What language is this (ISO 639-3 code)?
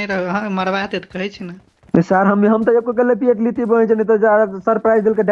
mai